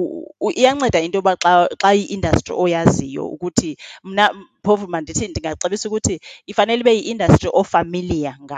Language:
Xhosa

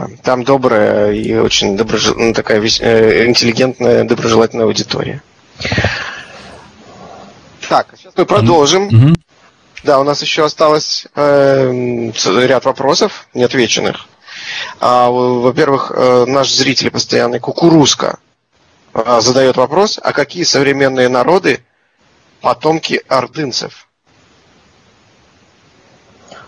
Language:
Russian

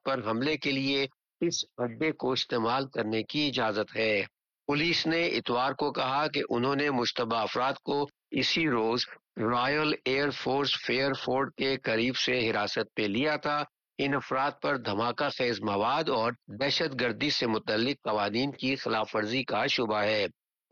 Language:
Urdu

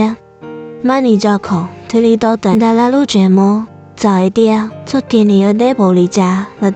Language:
Hmong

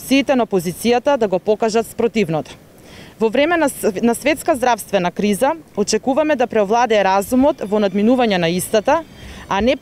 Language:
Macedonian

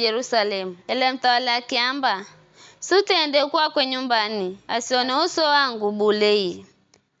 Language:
Giryama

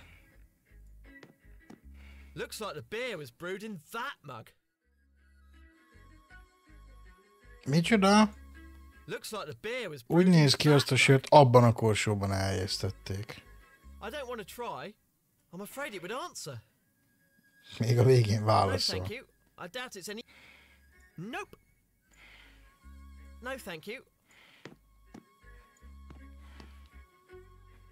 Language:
Hungarian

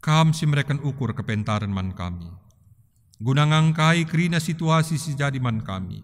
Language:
Batak Karo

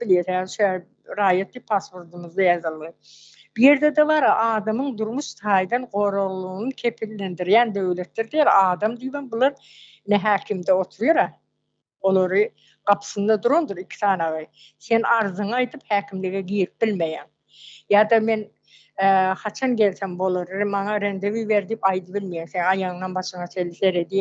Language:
Turkmen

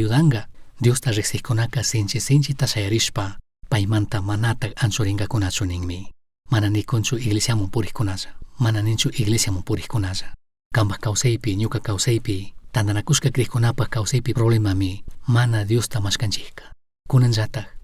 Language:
Chimborazo Highland Quichua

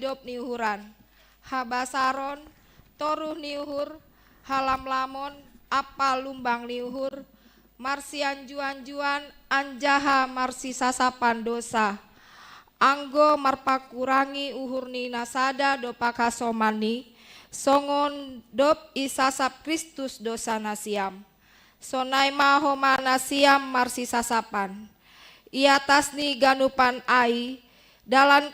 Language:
Batak Simalungun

